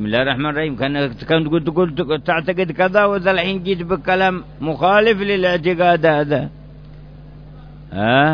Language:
Arabic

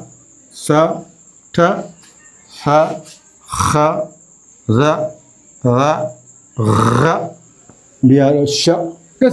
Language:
Fula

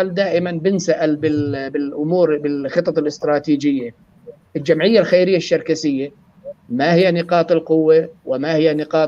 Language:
North Levantine Arabic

